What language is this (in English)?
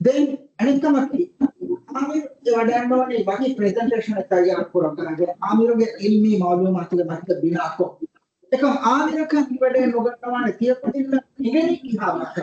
Divehi